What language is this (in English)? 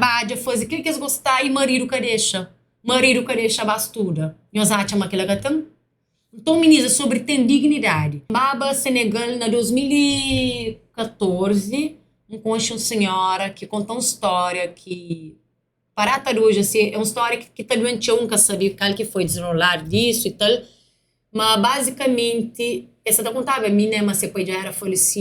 Kabuverdianu